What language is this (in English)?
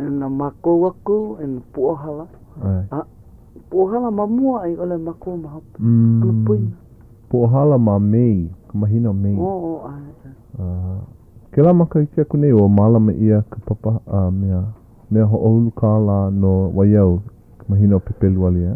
Hawaiian